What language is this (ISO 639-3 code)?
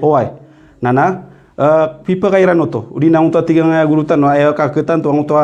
mrw